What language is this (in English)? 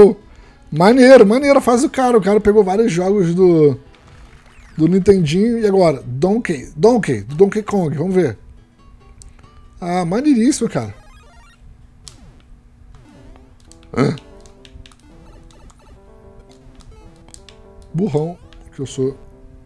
Portuguese